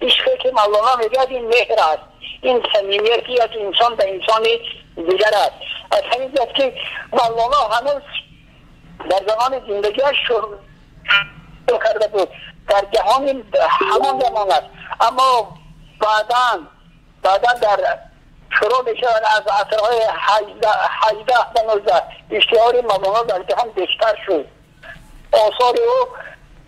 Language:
Tajik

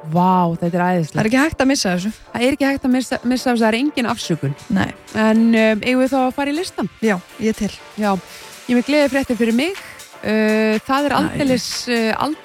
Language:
Icelandic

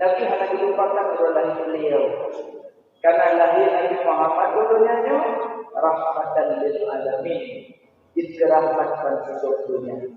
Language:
Achinese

